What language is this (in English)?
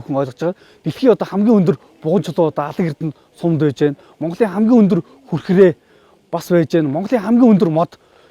Mongolian